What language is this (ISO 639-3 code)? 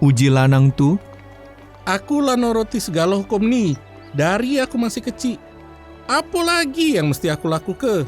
mui